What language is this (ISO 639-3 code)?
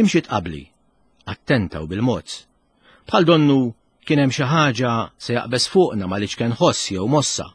mlt